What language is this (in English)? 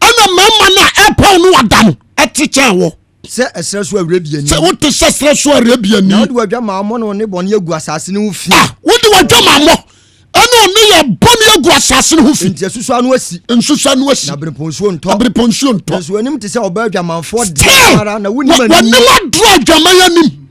Akan